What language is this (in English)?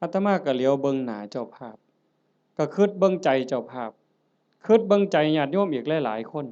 Northeastern Thai